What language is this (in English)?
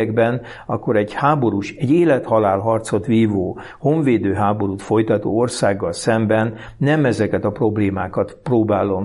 Hungarian